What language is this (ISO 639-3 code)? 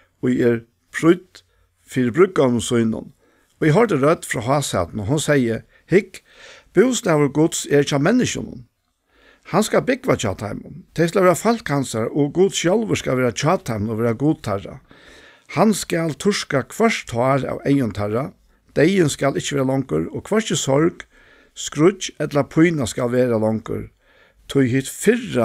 fao